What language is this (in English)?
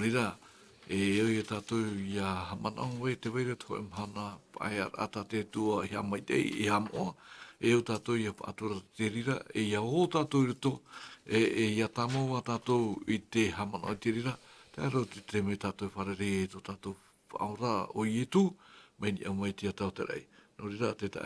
Tahitian